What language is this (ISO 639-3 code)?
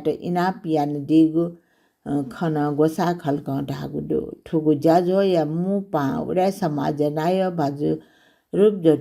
new